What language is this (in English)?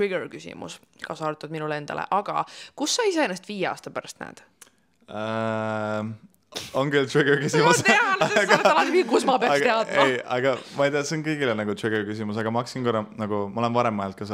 Estonian